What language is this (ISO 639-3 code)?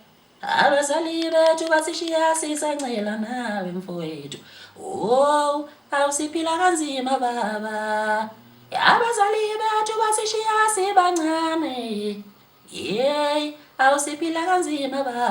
zul